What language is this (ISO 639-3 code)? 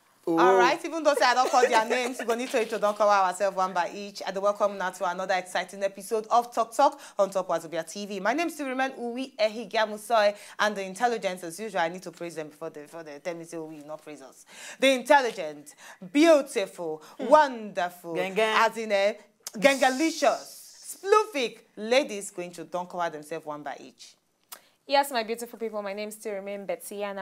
pcm